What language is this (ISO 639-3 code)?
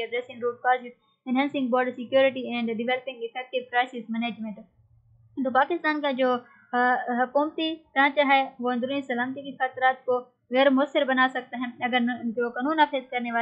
urd